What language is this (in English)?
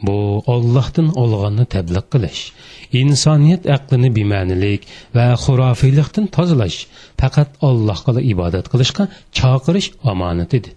Uyghur